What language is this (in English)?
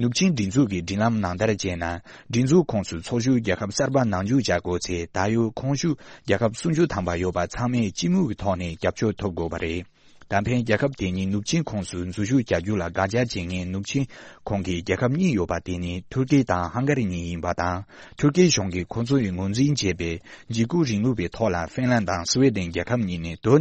Tibetan